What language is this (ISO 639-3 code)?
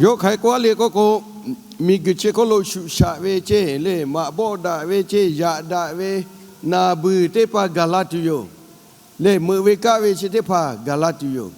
lhu